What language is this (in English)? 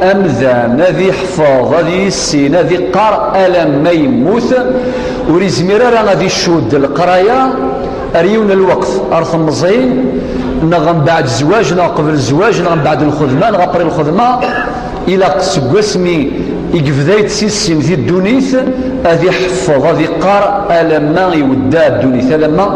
Kabyle